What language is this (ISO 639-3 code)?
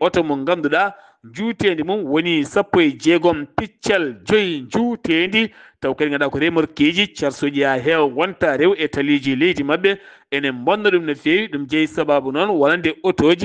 ful